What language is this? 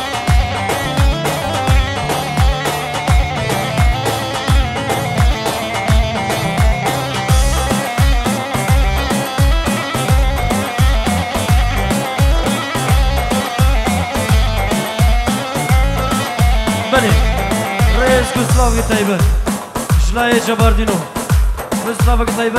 Persian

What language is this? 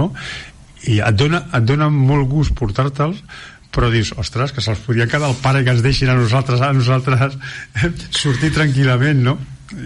Catalan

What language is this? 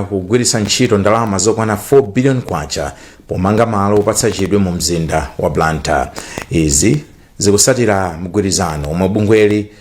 Nyanja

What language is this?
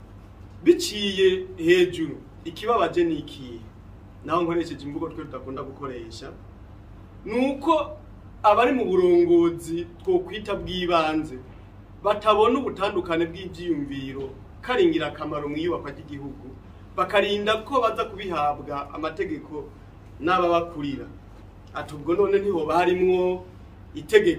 Rundi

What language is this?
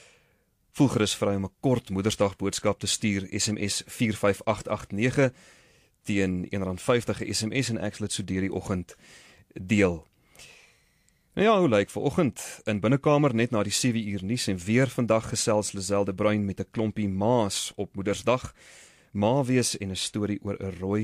Afrikaans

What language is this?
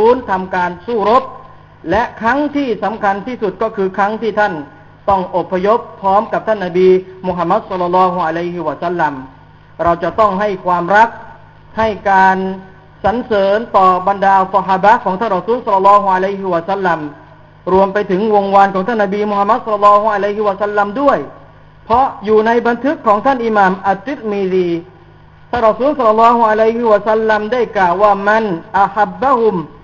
Thai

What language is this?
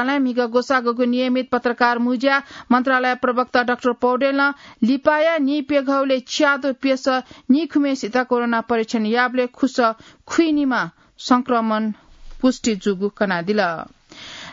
Newari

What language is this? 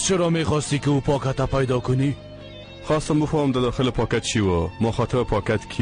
Persian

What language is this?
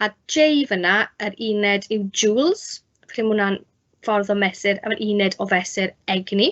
Welsh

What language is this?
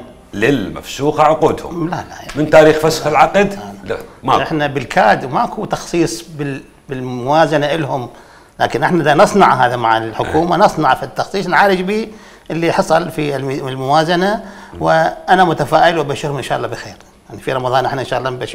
Mesopotamian Arabic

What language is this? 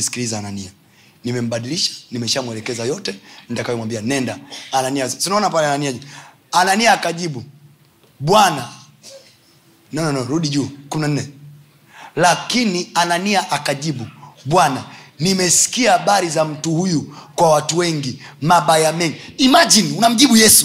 Swahili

